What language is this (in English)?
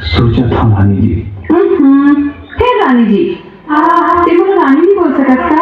Chhattisgarhi